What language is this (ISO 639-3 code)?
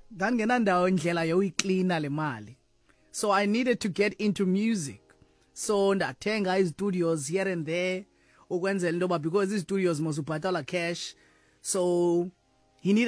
xho